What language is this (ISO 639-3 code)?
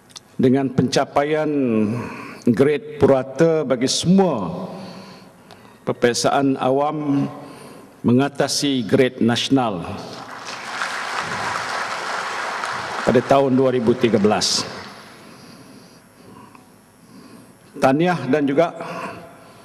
msa